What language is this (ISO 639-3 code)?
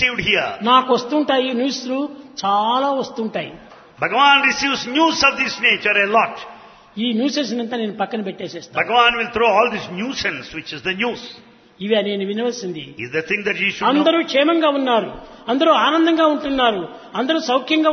tel